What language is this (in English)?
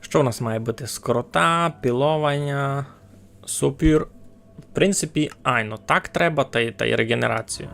Rusyn